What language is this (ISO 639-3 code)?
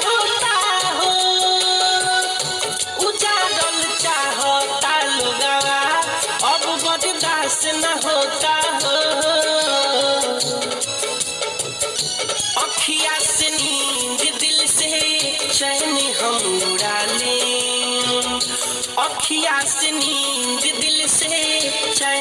bho